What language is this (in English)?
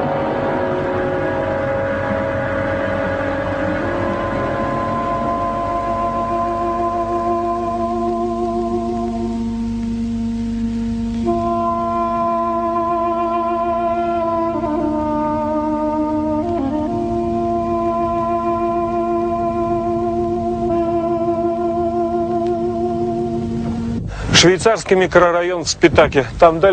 Russian